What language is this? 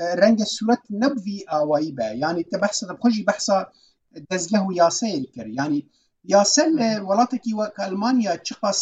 Kurdish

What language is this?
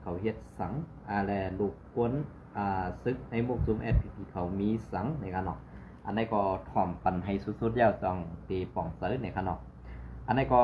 Shan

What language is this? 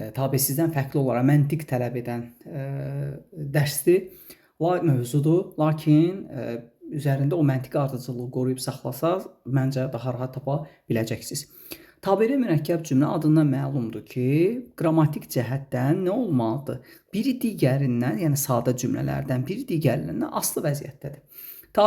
Azerbaijani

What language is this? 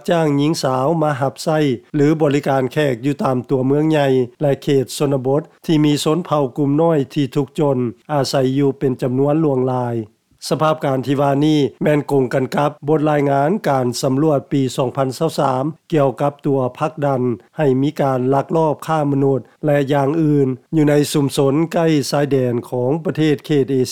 Lao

